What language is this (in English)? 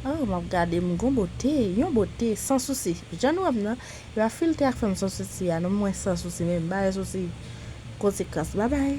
Haitian Creole